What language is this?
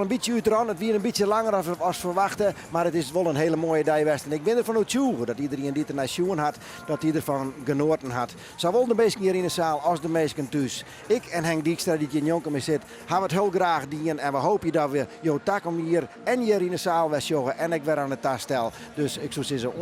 Western Frisian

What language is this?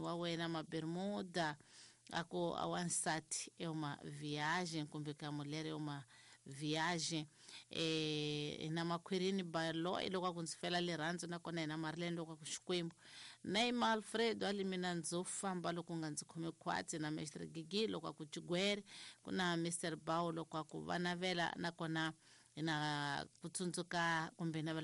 Tsonga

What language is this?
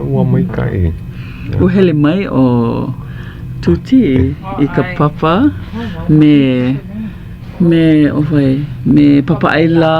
Hawaiian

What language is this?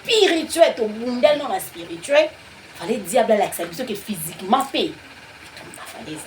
Lingala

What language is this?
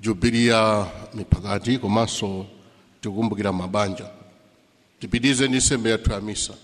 Nyanja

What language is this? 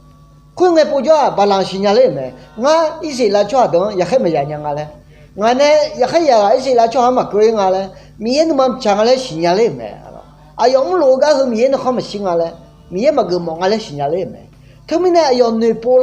Akha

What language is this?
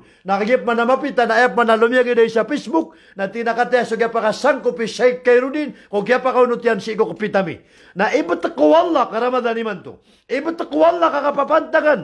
Maranao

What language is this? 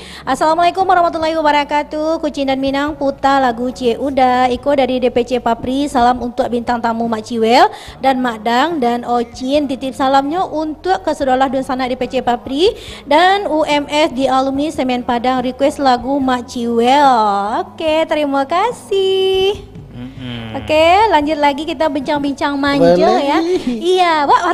Minangkabau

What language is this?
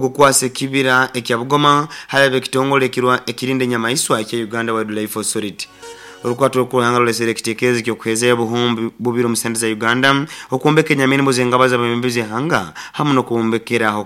Nyankole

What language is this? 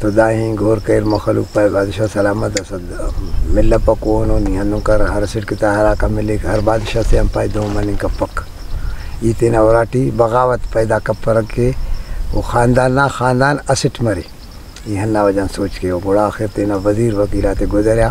Brahui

